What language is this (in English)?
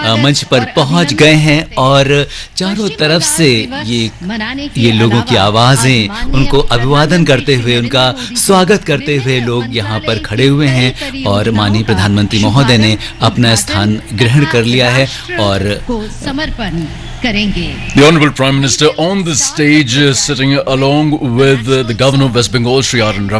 Hindi